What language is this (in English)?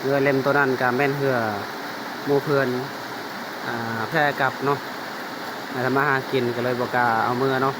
Lao